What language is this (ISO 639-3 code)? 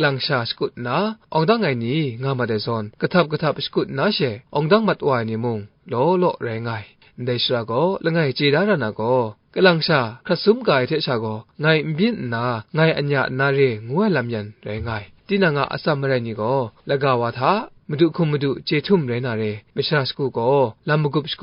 kac